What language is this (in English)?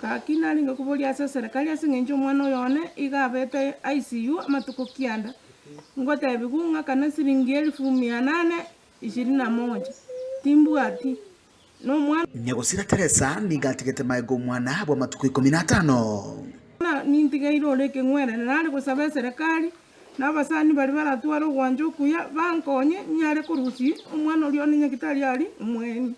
Gusii